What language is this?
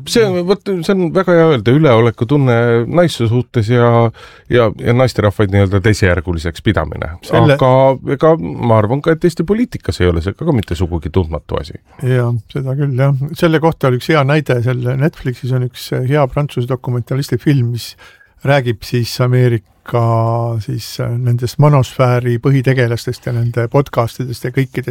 Estonian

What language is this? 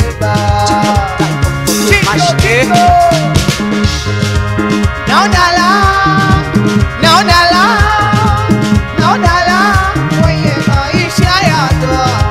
Swahili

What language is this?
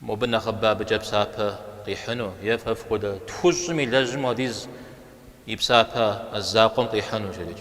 Kabardian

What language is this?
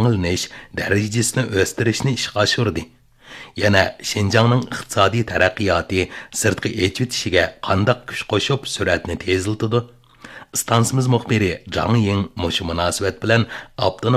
Uyghur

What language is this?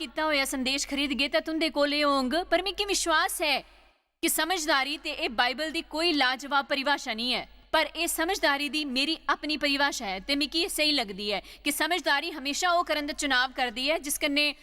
Dogri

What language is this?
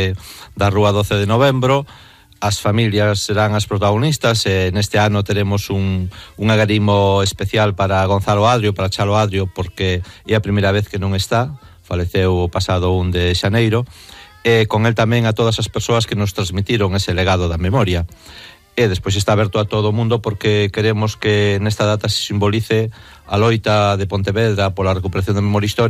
Galician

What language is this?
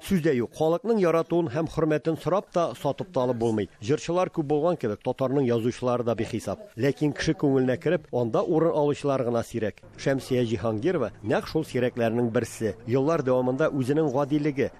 Tatar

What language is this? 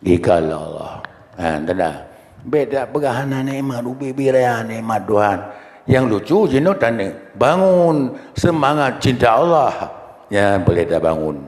Achinese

